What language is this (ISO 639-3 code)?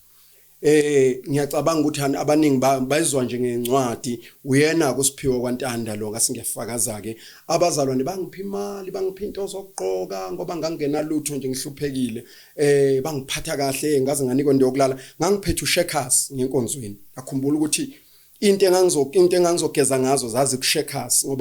zul